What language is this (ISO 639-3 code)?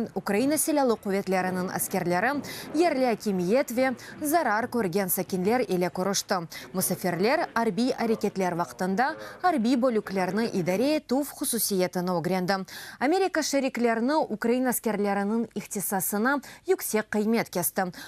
crh